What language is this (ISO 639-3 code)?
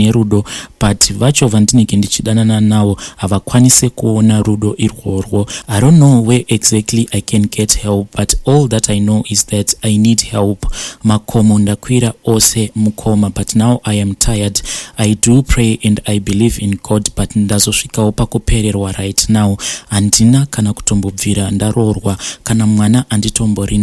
sna